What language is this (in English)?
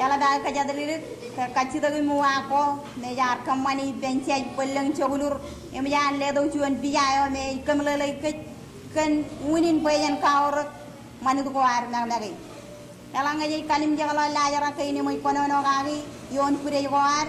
Marshallese